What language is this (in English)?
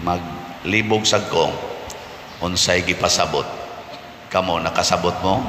Cebuano